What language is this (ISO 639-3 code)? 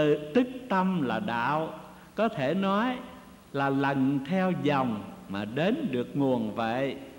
vie